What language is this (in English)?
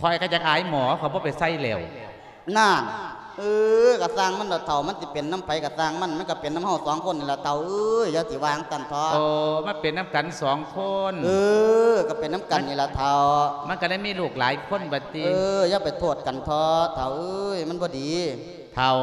Lao